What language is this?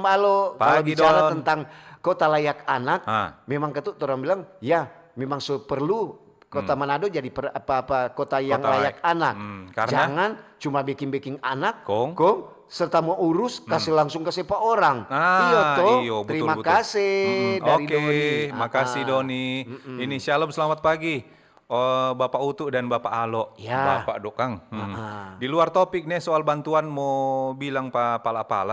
Manado Malay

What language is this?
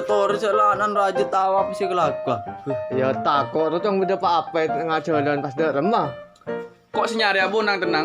Madurese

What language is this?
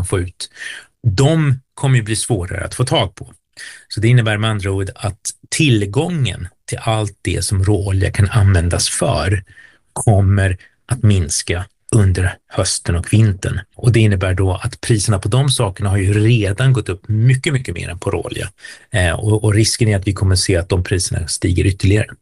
Swedish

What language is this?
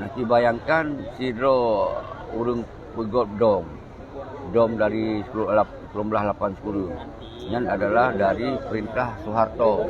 Achinese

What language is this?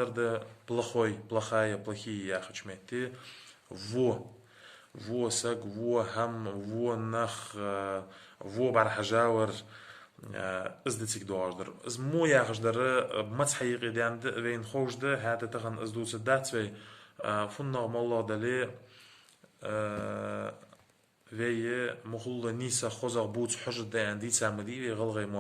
Ingush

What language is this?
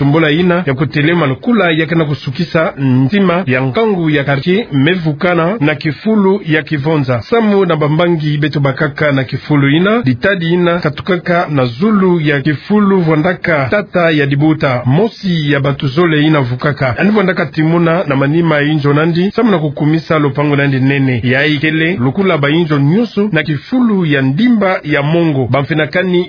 Kituba (Democratic Republic of Congo)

